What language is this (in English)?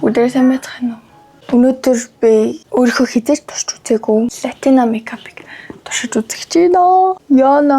Mongolian